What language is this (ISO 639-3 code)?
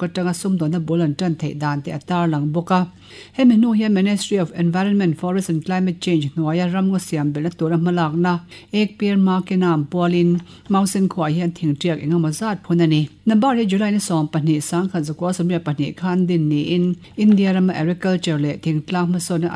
lus